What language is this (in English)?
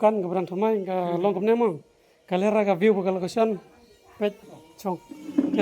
Khasi